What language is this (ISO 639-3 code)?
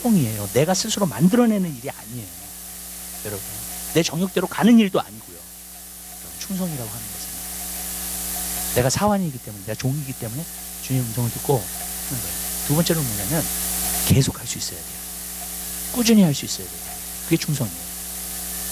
kor